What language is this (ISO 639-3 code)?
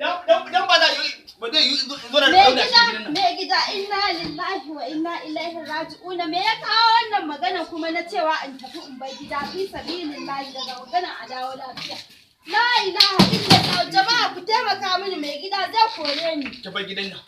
hau